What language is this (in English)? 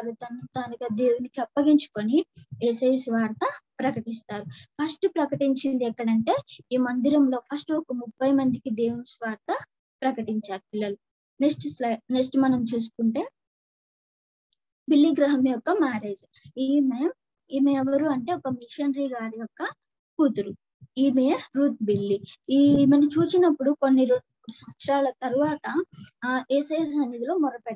Telugu